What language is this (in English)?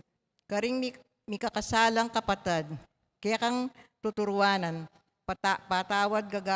Pampanga